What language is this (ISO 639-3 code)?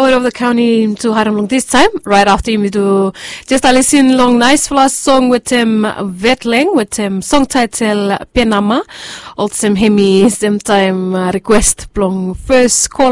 bis